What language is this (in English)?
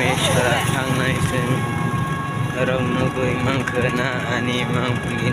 Kok Borok